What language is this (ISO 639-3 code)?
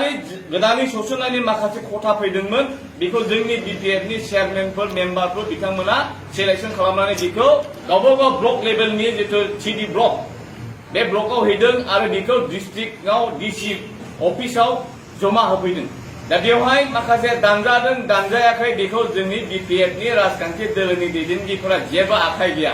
brx